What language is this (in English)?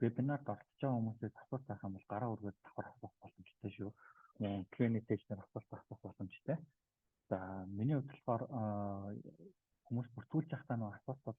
Mongolian